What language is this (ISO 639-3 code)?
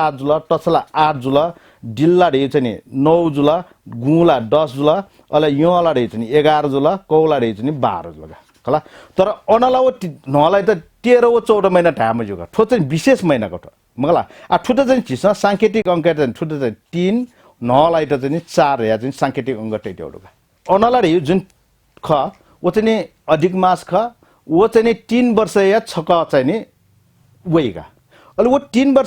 new